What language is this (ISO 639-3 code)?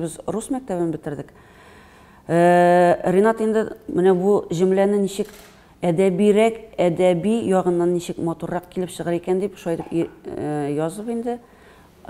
tat